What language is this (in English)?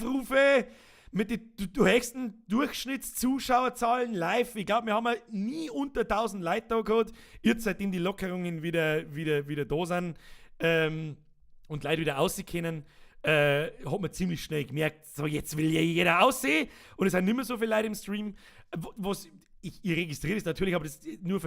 Bavarian